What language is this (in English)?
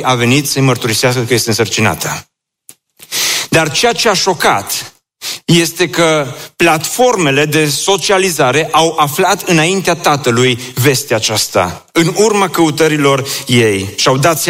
Romanian